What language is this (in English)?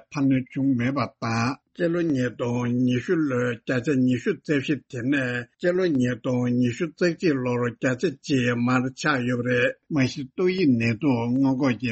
Tibetan